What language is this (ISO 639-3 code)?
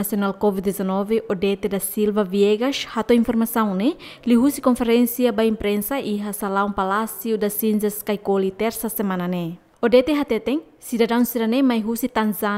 tet